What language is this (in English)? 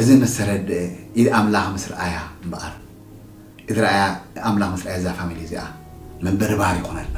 Tigrinya